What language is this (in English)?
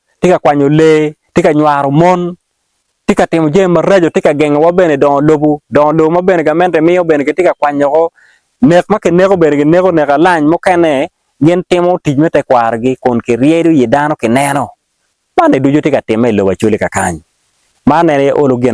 Acoli